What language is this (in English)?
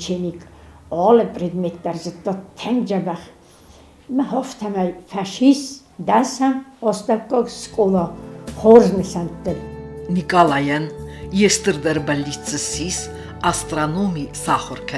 Ossetic